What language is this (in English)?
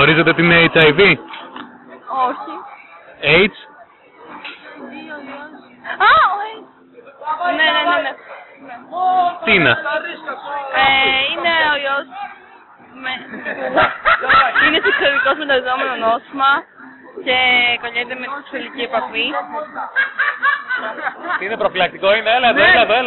Greek